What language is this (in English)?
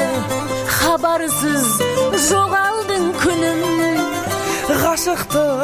Kazakh